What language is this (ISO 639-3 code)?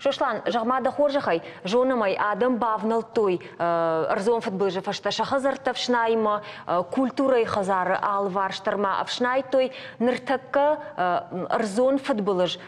oss